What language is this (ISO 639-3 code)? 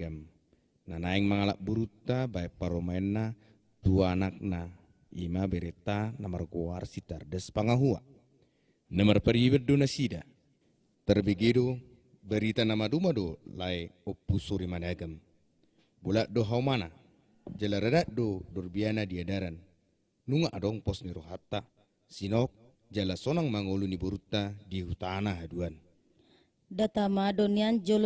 bbc